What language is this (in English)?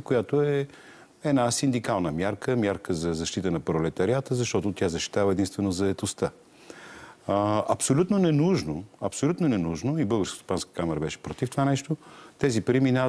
Bulgarian